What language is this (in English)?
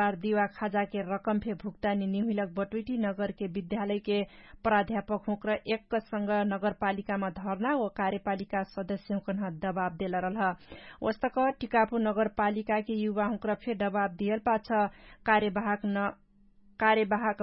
Dangaura Tharu